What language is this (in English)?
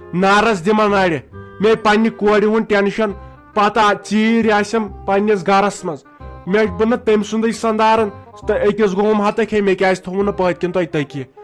Kashmiri